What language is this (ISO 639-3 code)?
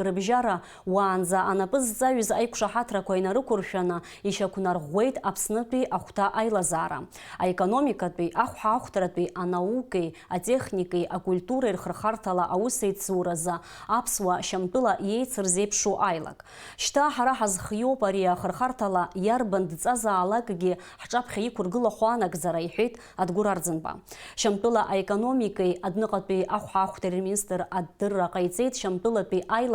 abk